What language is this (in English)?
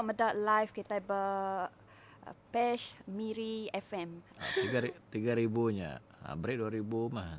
Iban